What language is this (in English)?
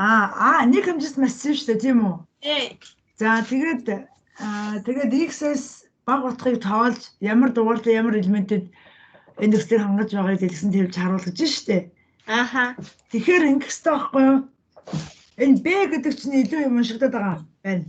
Mongolian